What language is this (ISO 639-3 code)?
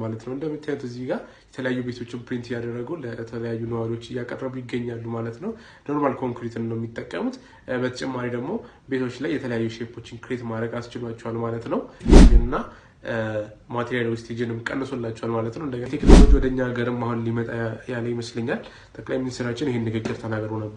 amh